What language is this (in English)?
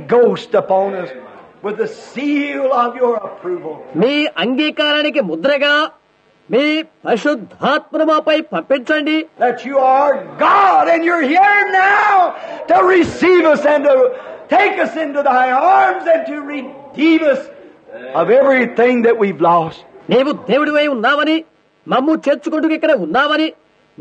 Telugu